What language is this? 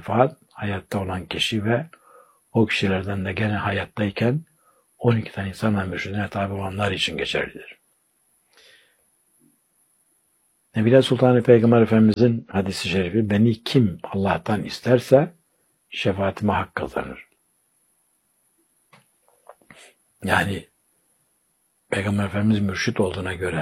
Turkish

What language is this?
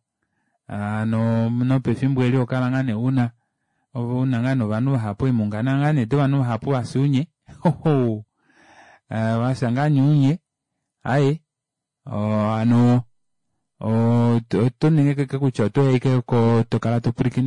Kuanyama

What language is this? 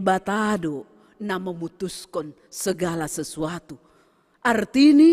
Batak Simalungun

